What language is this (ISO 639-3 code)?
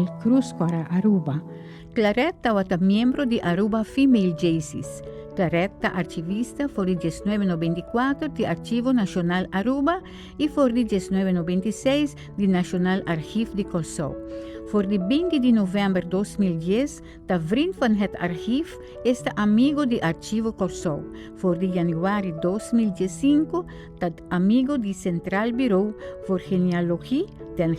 pap